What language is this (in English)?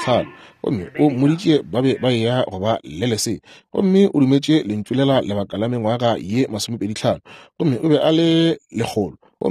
Northern Sotho